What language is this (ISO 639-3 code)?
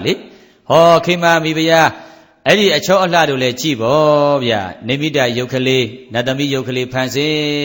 mya